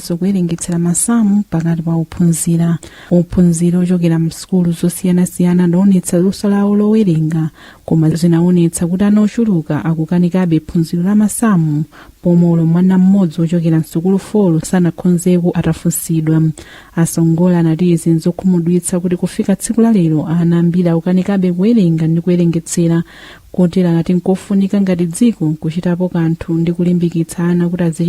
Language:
Nyanja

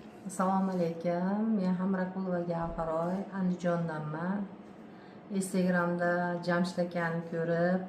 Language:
Uzbek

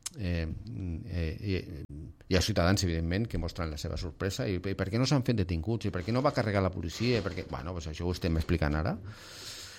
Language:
Catalan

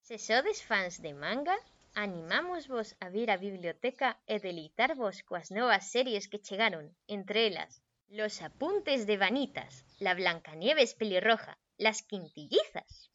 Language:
Galician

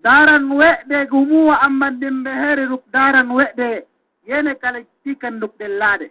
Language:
Yakan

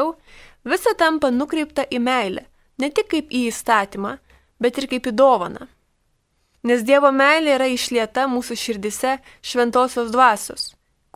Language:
Lithuanian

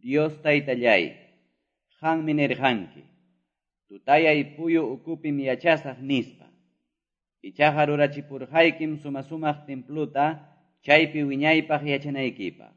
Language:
Quechua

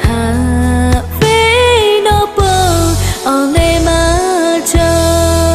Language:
Lahu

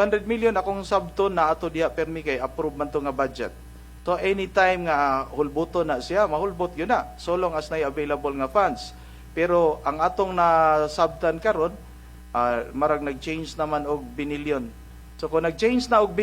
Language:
Cebuano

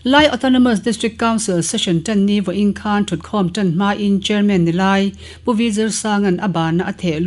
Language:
Mizo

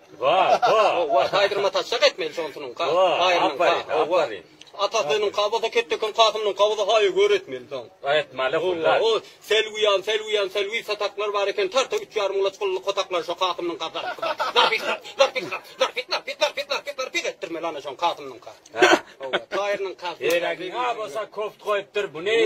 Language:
Turkmen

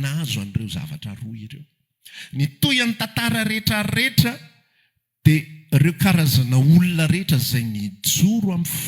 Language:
Malagasy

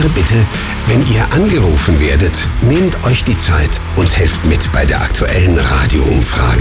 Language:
German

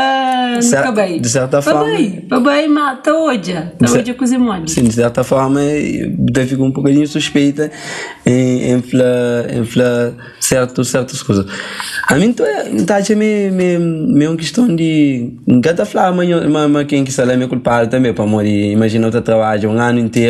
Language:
Kabuverdianu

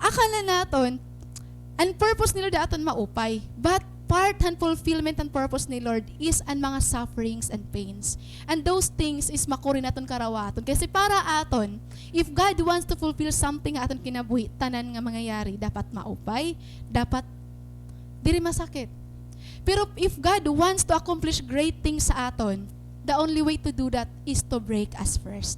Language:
Waray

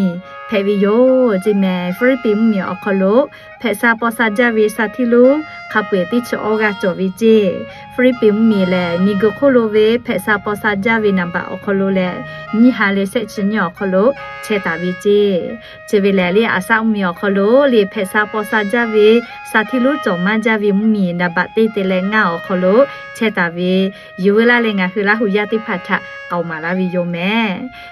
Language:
Lahu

